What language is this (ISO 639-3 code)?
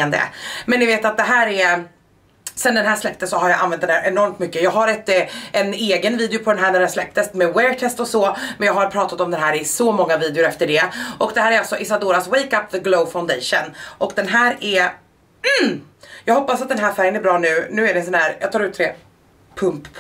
swe